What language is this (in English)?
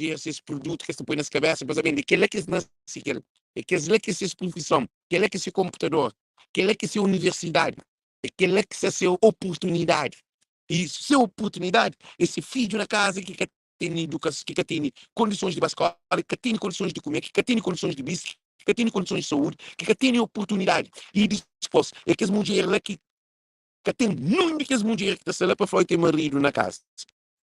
Kabuverdianu